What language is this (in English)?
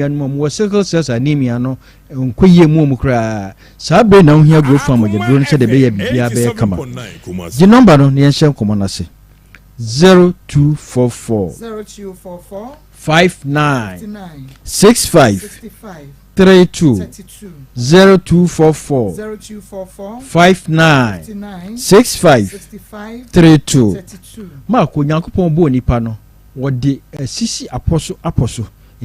Akan